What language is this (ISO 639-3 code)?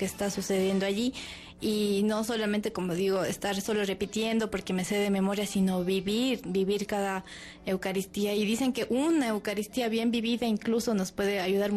spa